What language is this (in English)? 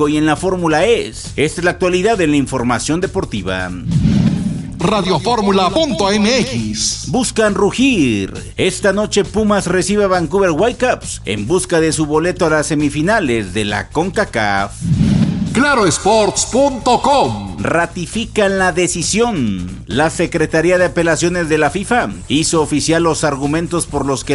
Spanish